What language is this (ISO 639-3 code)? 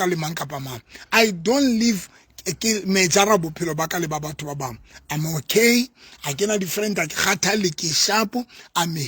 sot